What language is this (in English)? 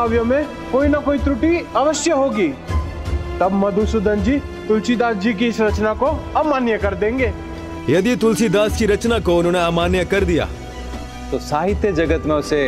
Hindi